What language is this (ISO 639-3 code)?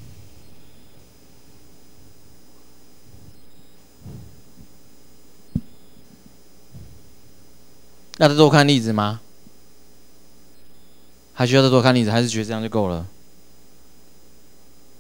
zho